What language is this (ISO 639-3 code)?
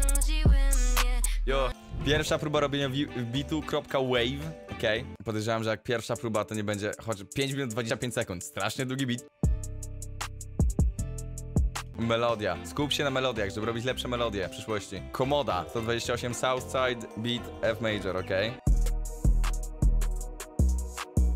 pol